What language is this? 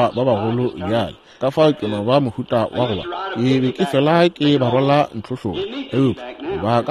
Northern Sotho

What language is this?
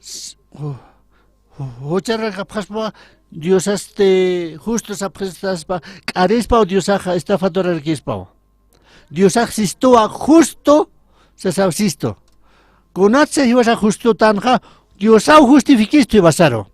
Aymara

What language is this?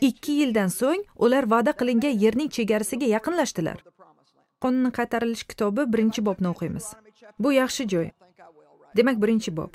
Uzbek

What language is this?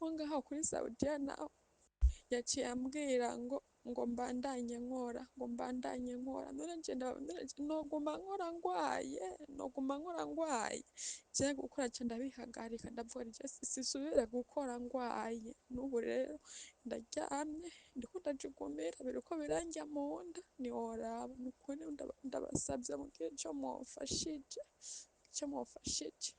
Rundi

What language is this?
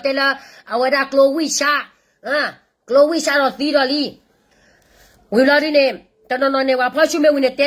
S'gaw Karen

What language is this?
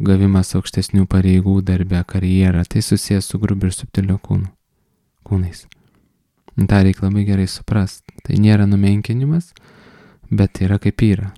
Lithuanian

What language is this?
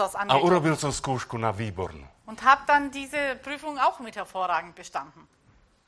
Slovak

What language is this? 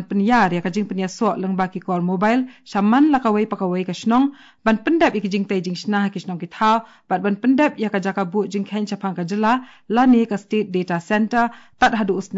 Khasi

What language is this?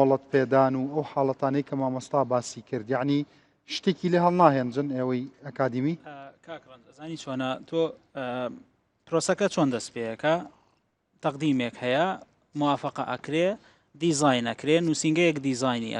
Central Kurdish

